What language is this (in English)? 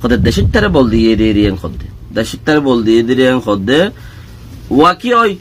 Rohingya